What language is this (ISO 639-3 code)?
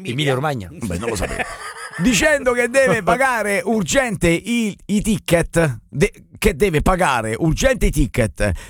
ita